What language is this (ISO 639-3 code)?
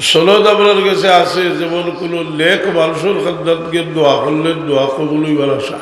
syl